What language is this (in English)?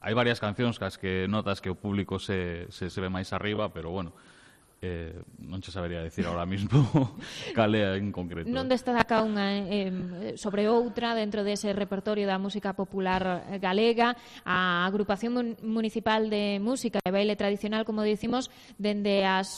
Galician